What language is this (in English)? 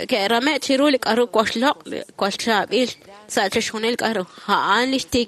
Kekchí